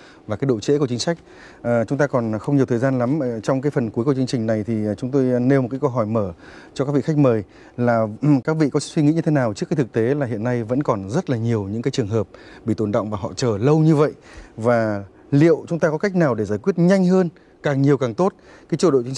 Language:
Vietnamese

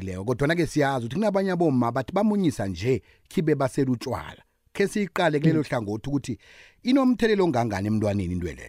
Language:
South Ndebele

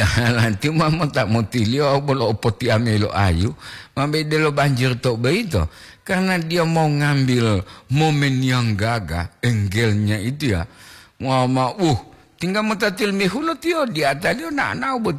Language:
Gorontalo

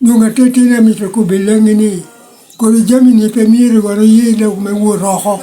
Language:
Lango (Uganda)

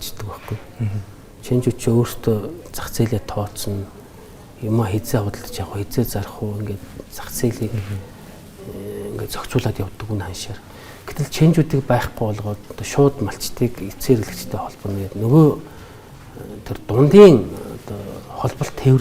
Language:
Mongolian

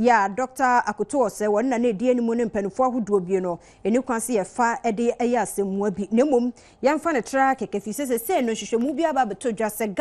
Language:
Akan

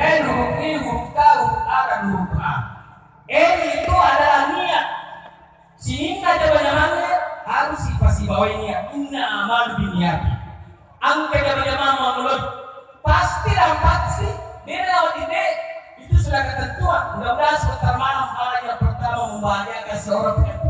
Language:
Buginese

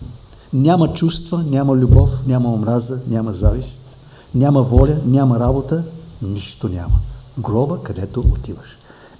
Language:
Bulgarian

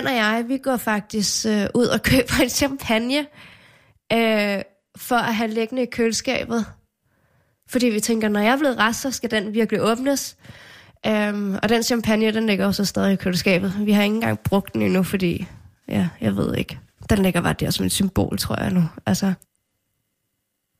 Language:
Danish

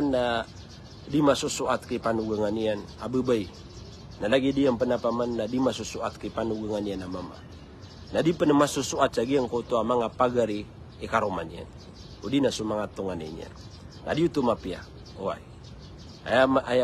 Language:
Maranao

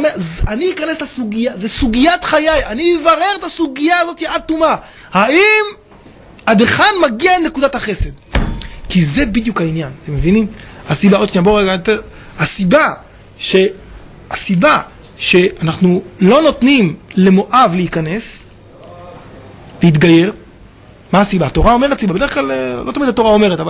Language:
Hebrew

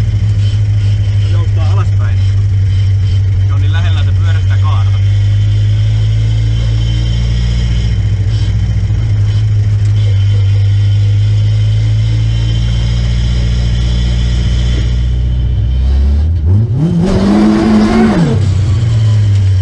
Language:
Finnish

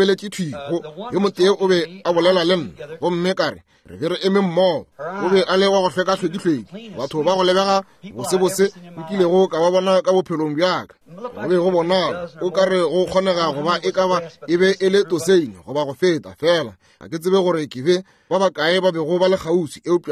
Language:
Northern Sotho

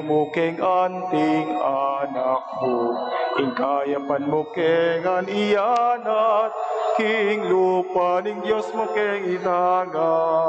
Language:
Pampanga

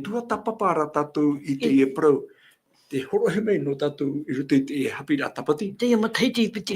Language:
Tahitian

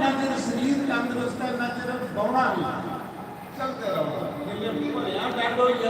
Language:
Dogri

